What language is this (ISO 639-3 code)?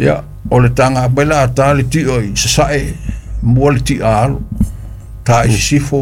smo